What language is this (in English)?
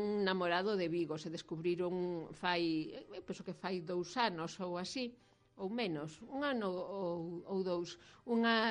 Galician